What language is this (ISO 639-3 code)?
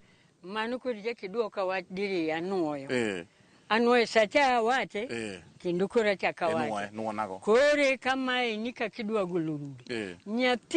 luo